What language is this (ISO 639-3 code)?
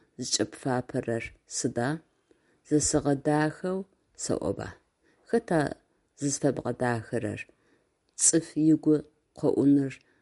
ady